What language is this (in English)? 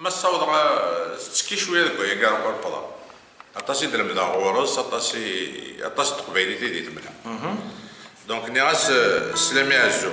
Kabyle